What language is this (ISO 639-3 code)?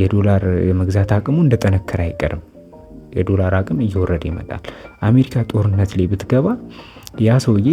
amh